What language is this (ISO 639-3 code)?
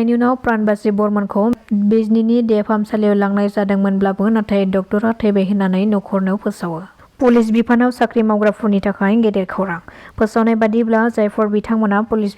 brx